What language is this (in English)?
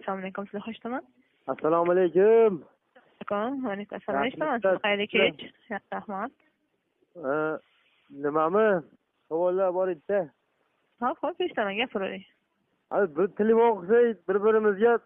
Uzbek